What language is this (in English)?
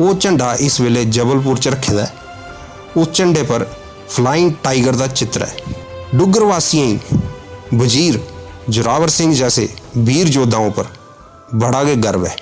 Dogri